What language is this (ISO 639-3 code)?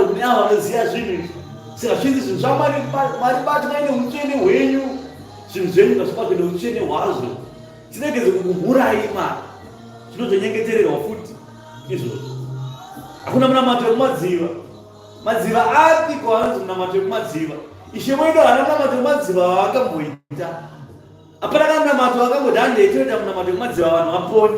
sna